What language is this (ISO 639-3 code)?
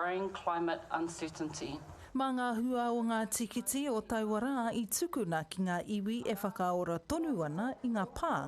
mri